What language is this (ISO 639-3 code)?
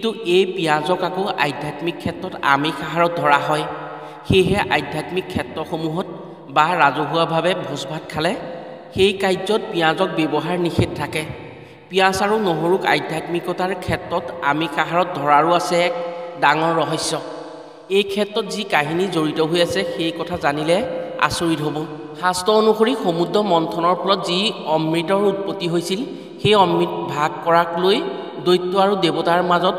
asm